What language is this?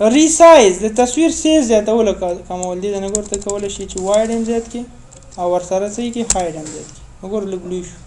Pashto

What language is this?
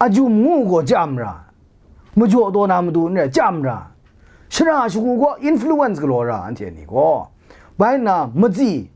Kachin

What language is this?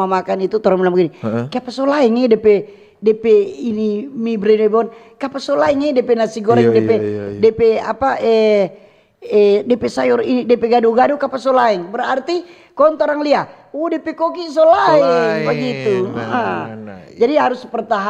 Manado Malay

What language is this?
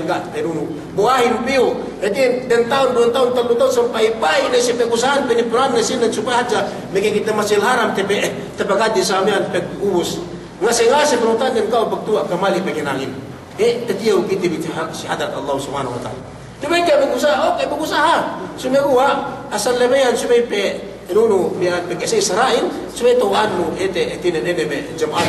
Yakan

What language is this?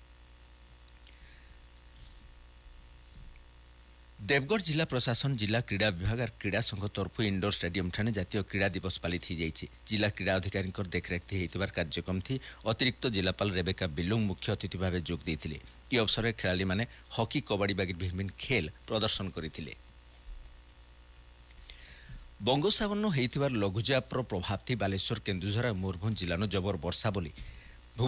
Odia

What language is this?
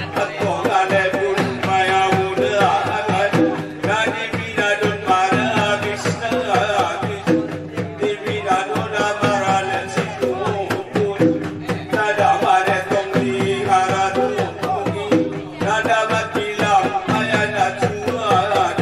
Batak Angkola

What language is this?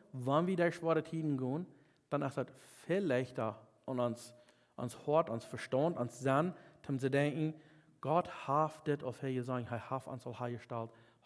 Plautdietsch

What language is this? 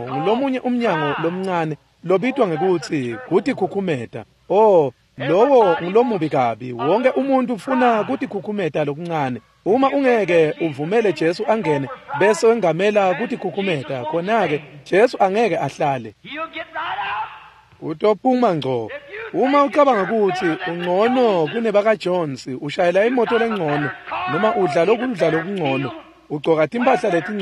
Swati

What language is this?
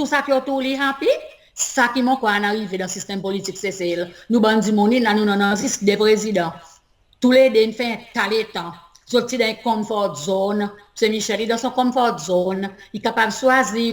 Seselwa Creole French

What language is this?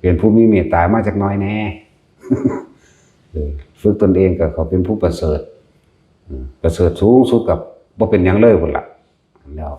Lao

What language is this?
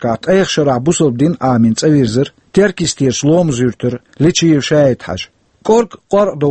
Chechen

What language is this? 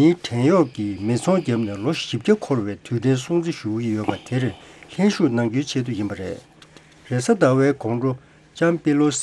Tibetan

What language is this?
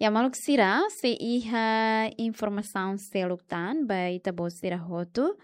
Tetum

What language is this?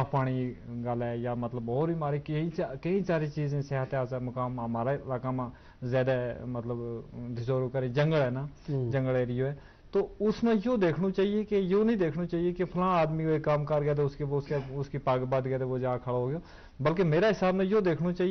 Gujari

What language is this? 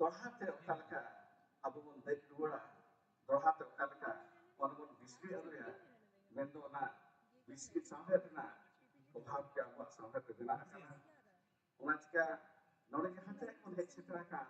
Santali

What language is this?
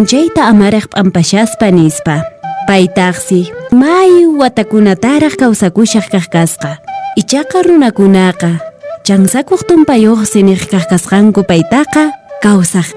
Quechua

